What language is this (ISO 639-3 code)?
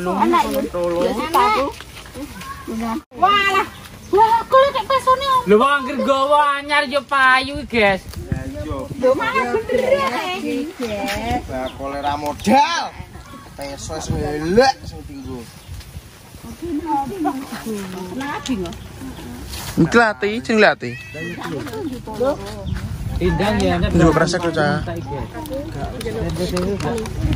jav